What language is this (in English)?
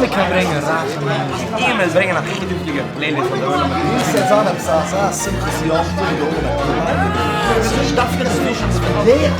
Yiddish